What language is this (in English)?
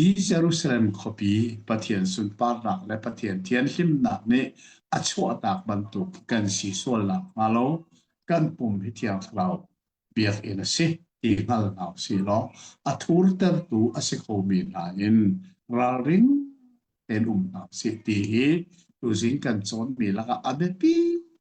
Hakha Chin